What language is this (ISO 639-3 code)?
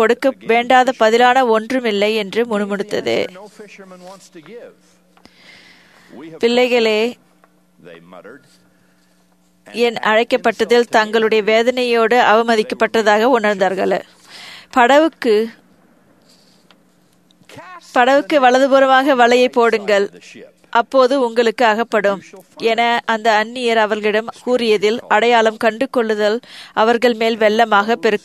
tam